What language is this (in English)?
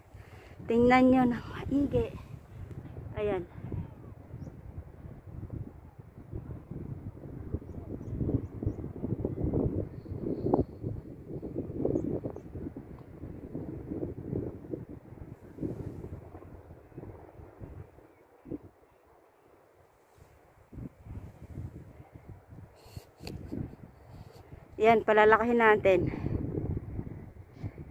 Filipino